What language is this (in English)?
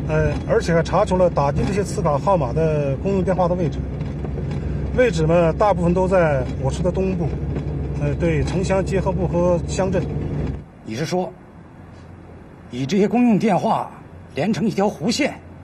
Chinese